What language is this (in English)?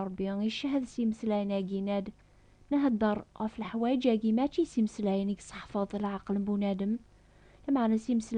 Kabyle